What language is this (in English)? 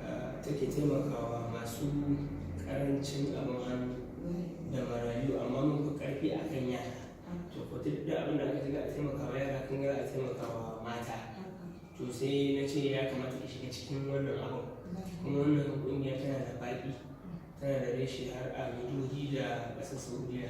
Hausa